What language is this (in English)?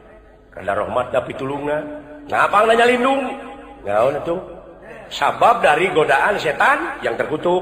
Sundanese